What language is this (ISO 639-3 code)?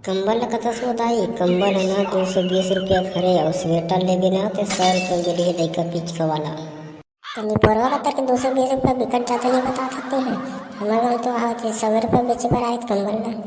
hne